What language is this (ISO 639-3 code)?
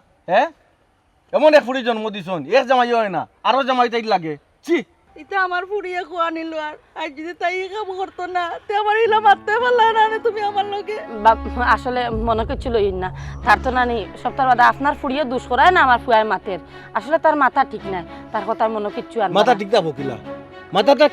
syl